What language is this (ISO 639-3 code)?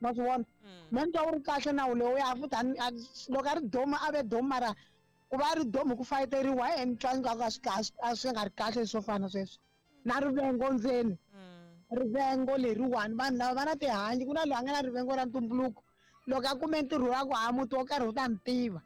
tso